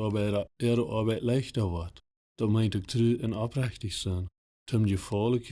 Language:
Plautdietsch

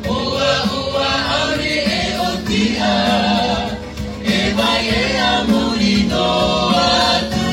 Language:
Tahitian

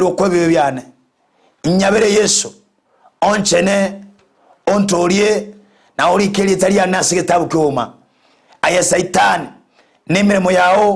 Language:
Gusii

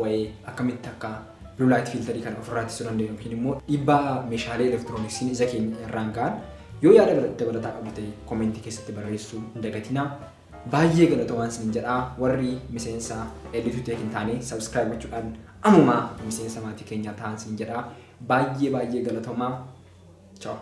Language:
Oromo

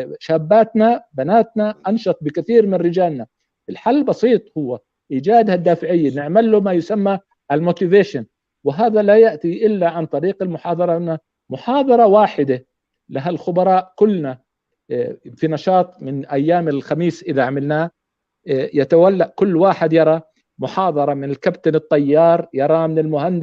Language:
North Levantine Arabic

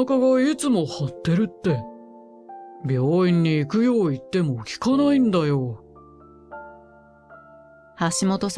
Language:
Japanese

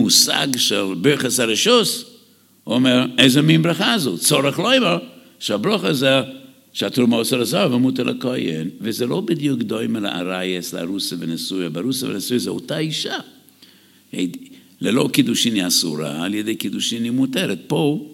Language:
Hebrew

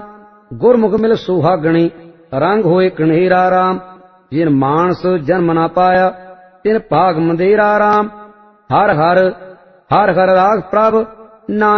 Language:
Punjabi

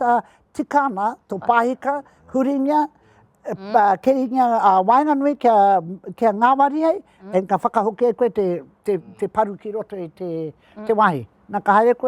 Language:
Māori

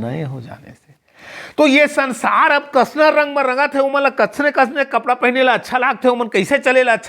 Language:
Chhattisgarhi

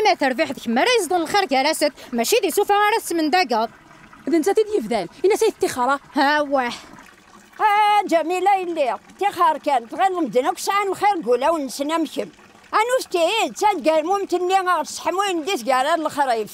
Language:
Kabyle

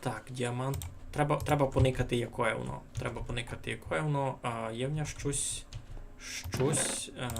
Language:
Rusyn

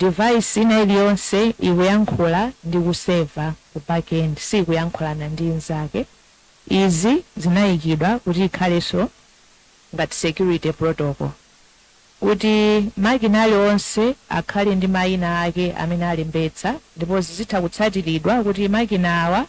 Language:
Nyanja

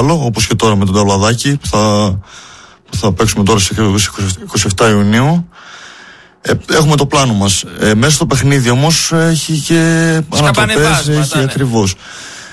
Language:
Greek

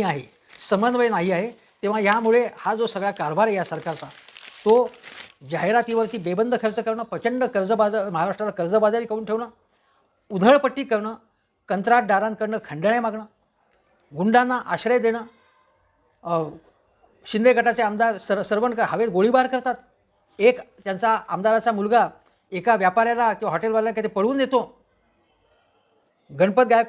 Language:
Marathi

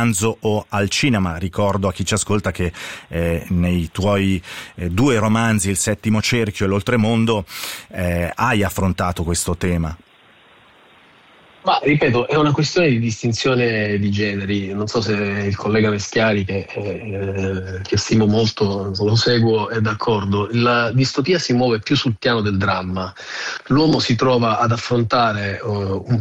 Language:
Italian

